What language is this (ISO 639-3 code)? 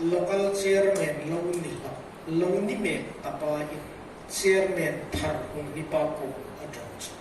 hmr